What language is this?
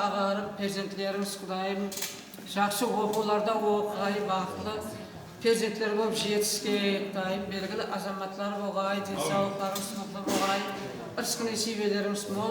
Kara-Kalpak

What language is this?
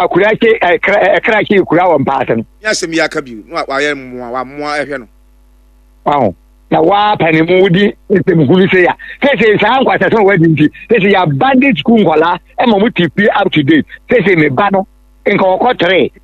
Akan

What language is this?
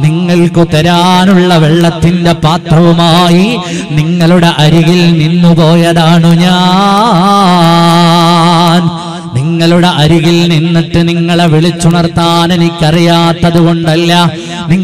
Malayalam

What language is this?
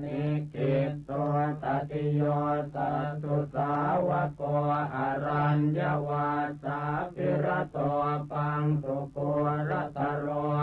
Pali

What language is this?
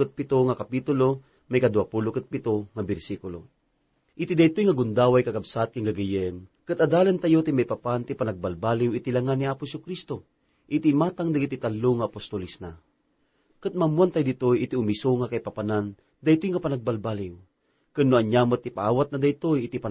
Iloko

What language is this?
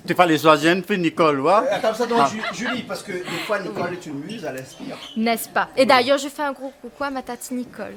Réunion Creole French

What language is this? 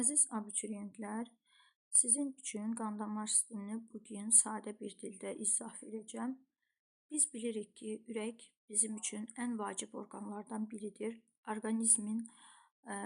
Azerbaijani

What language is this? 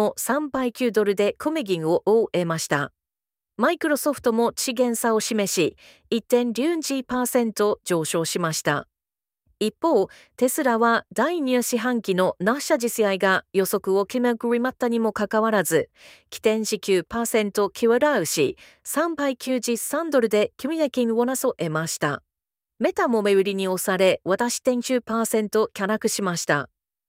Japanese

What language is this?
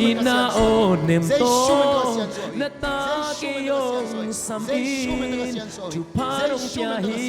Tedim Chin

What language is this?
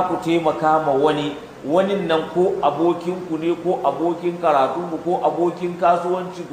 Hausa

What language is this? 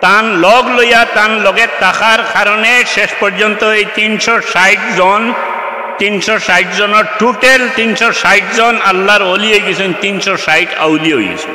Sylheti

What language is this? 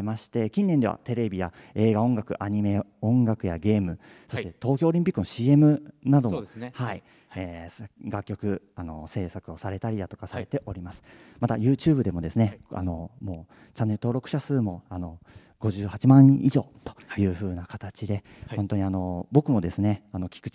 Japanese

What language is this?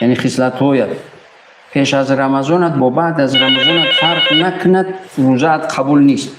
Tajik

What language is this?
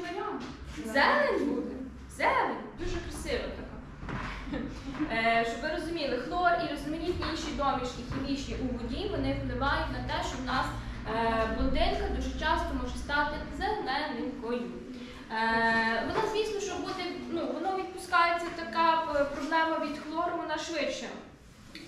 Ukrainian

